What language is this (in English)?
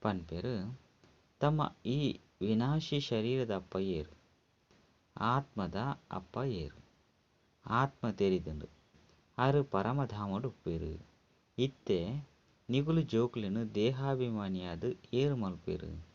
Tulu